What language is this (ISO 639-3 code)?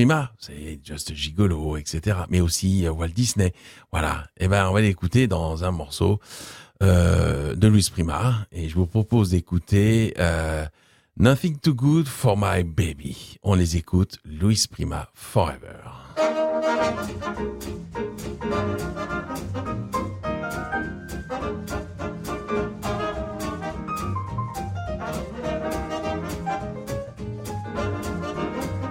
fra